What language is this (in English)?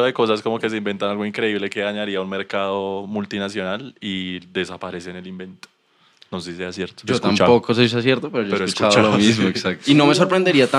Spanish